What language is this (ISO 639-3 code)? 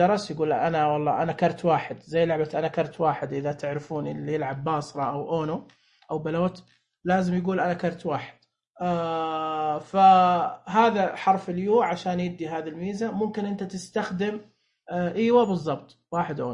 ars